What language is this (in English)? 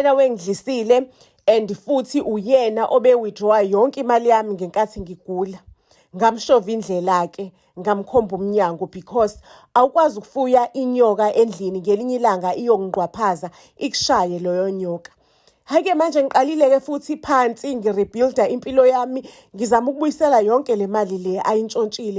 Zulu